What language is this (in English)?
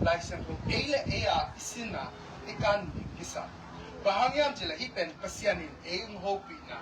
Tedim Chin